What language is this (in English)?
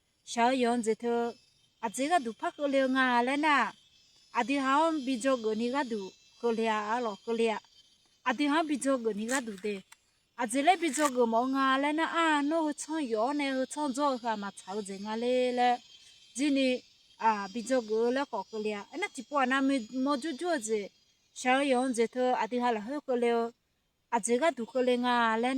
Akha